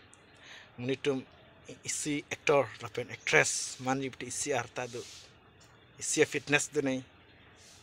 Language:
Karbi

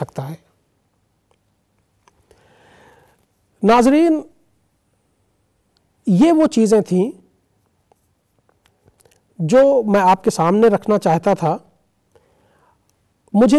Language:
Urdu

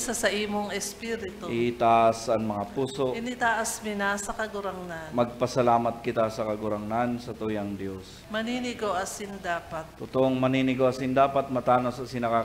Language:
Bikol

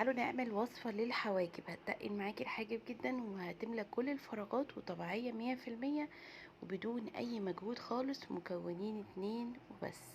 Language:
Egyptian Arabic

